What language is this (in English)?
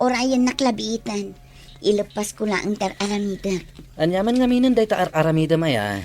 Iloko